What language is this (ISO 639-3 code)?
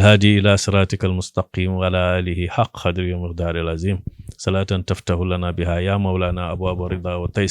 wol